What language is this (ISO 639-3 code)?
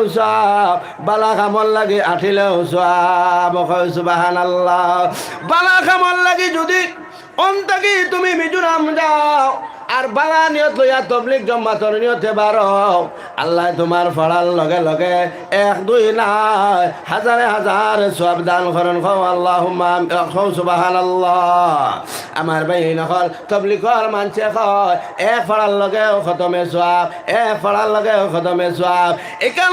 syl